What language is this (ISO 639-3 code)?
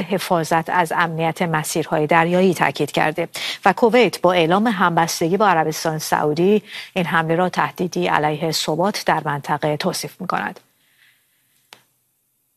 fas